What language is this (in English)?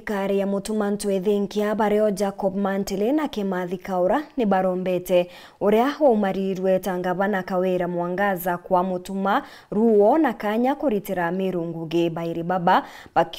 Meru